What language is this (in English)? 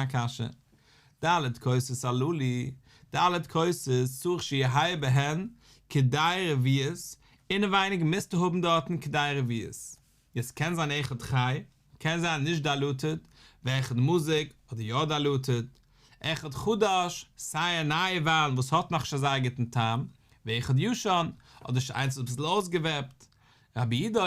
Yiddish